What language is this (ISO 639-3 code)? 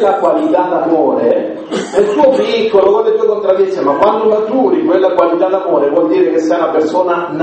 ita